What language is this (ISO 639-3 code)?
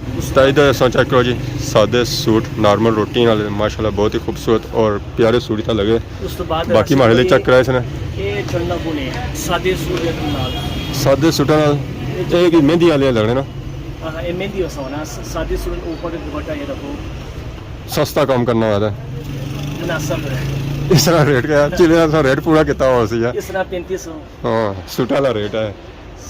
phr